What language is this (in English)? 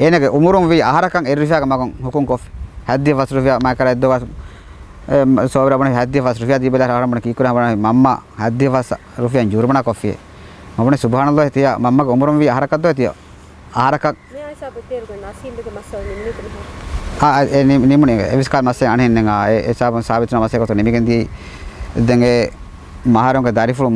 Divehi